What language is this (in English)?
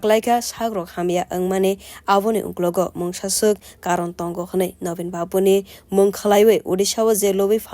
Kok Borok